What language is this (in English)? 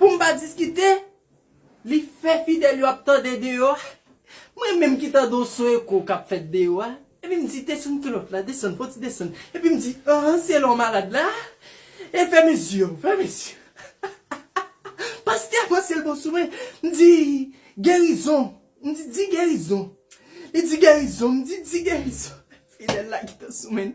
Haitian Creole